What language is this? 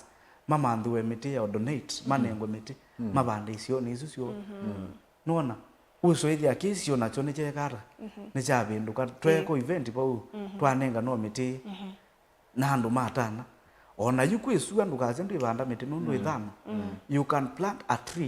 Kamba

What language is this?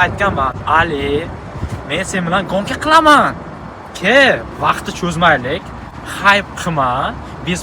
Uzbek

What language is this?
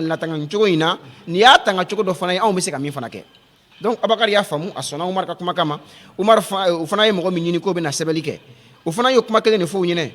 Bambara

